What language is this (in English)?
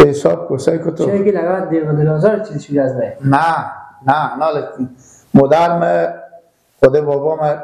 Persian